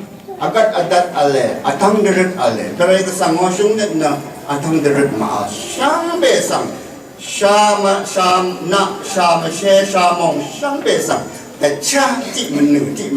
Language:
Rawang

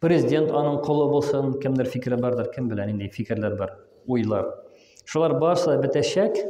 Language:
Tatar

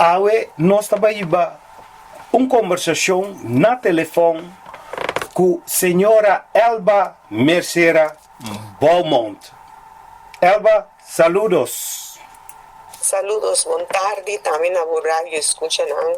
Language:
Papiamento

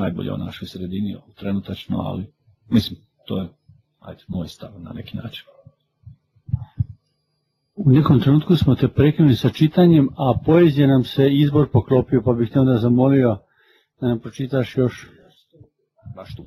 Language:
Croatian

